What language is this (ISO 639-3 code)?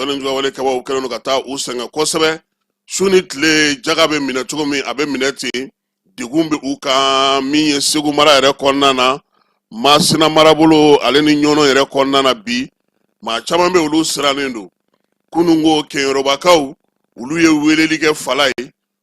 bam